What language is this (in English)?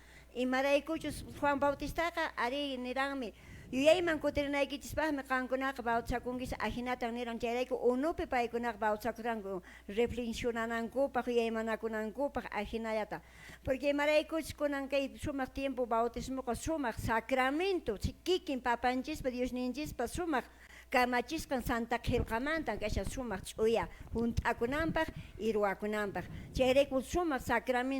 Quechua